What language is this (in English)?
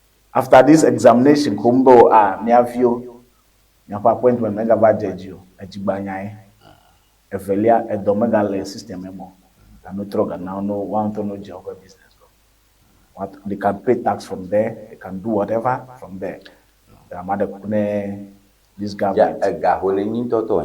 Ewe